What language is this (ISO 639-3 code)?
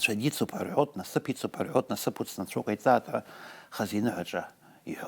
abk